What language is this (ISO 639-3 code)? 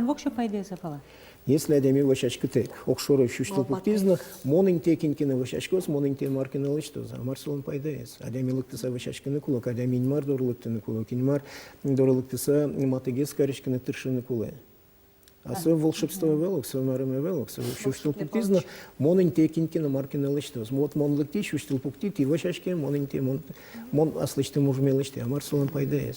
udm